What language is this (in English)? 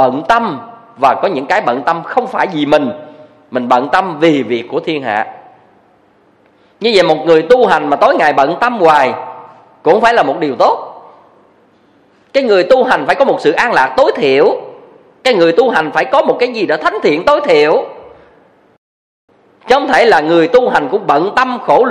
Vietnamese